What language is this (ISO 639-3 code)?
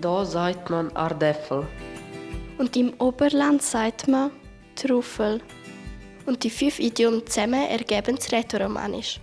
gsw